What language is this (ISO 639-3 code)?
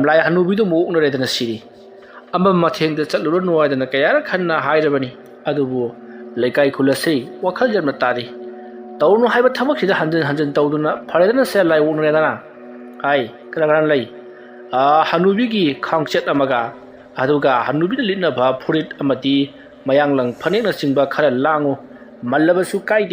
mni